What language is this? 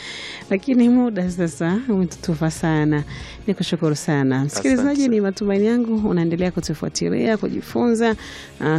Swahili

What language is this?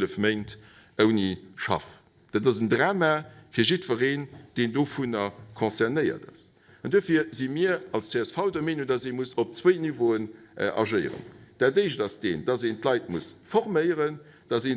Luxembourgish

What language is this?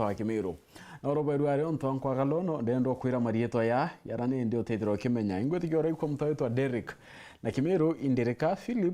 Meru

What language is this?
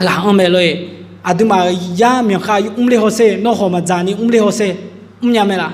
Akha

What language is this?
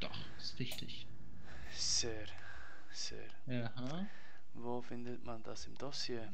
Swiss German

